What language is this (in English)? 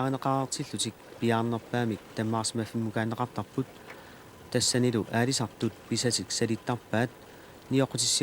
Kalaallisut